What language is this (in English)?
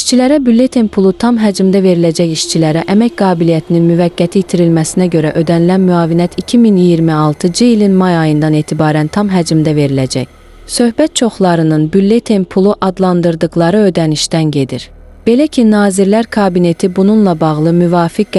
Azerbaijani